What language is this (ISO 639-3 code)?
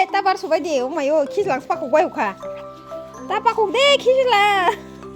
trp